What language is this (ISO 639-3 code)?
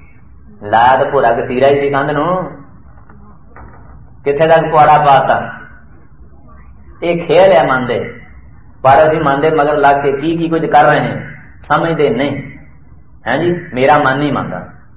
pan